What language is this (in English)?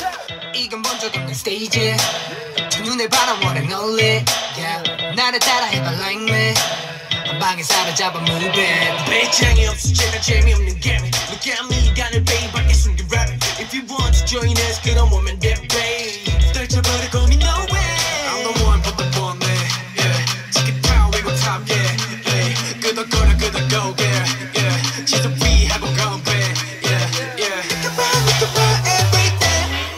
Korean